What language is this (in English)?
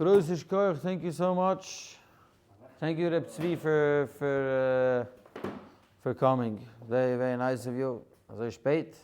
Yiddish